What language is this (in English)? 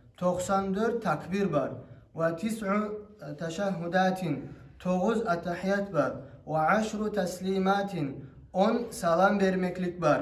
Kumyk